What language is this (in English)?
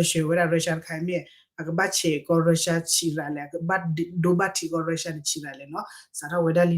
S'gaw Karen